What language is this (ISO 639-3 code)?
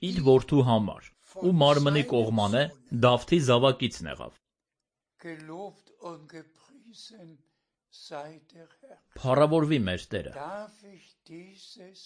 hye